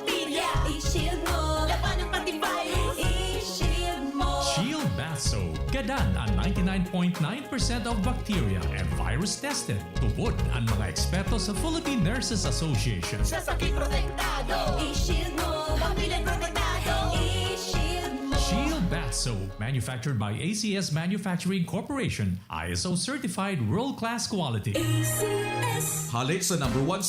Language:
Bikol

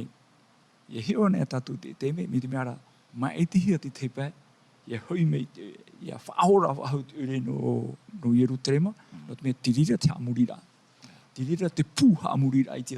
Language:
Tahitian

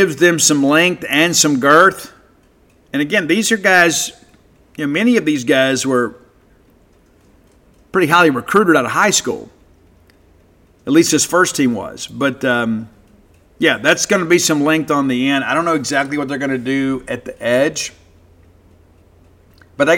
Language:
English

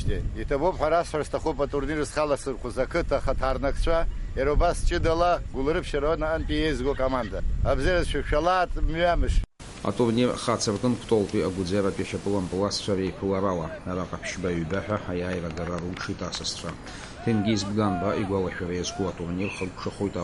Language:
Abkhazian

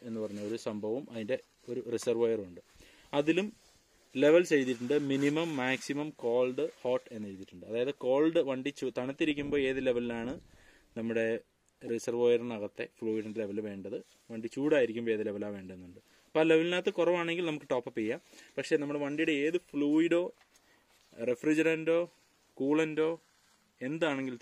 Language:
Malayalam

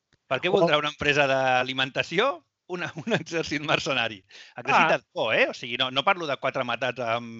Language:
Catalan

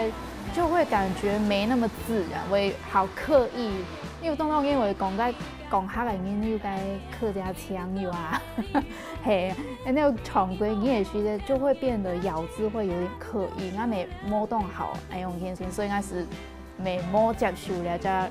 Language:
Hakka Chinese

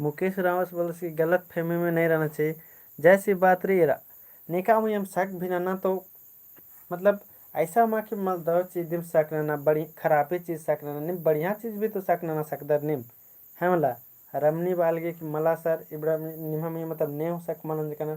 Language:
Kurukh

